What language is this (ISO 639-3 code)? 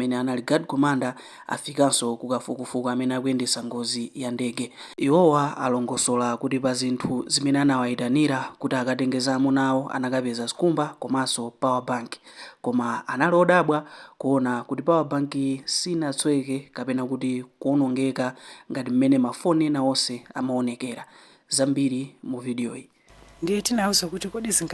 nya